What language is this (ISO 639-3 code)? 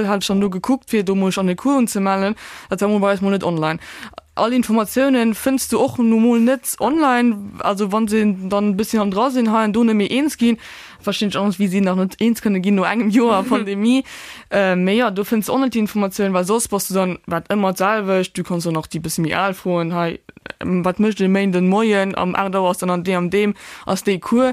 ltz